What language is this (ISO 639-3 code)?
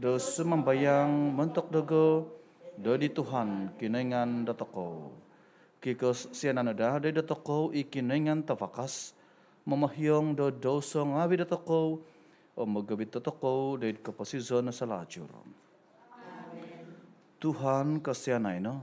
dtp